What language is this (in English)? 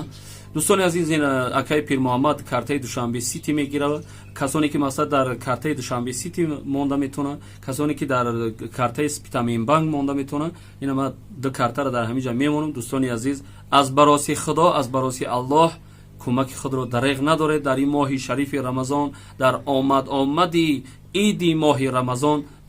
Tajik